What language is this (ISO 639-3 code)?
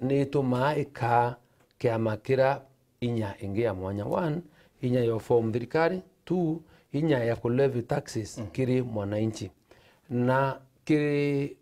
mer